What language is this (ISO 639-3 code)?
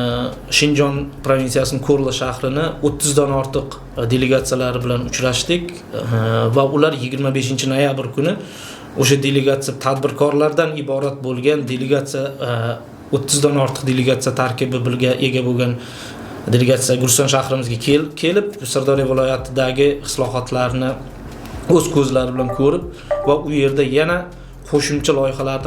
uzb